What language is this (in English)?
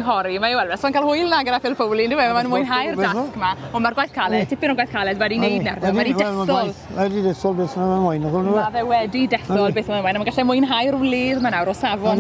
Welsh